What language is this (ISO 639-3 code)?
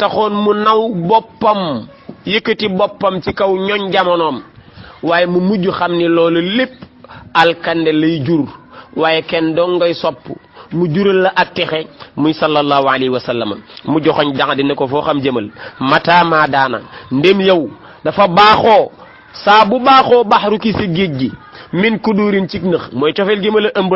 wol